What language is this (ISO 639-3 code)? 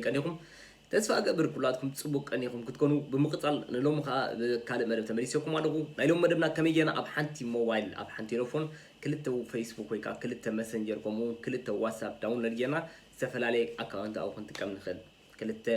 tir